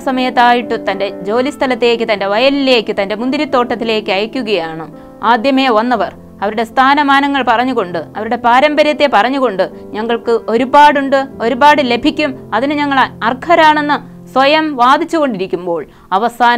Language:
Malayalam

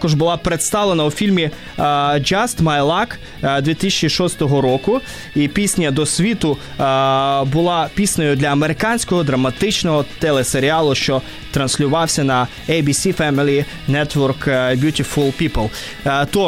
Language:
Ukrainian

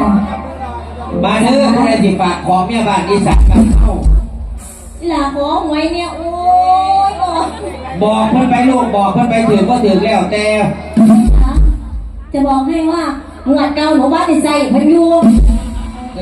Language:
Lao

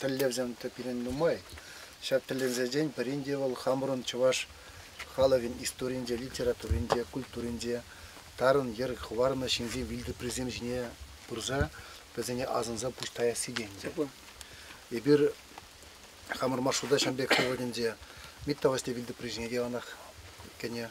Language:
Chuvash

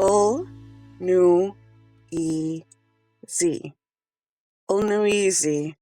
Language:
Mi'kmaw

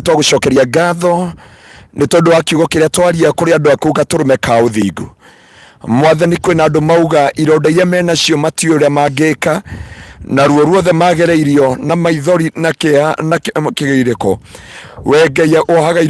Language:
Kikuyu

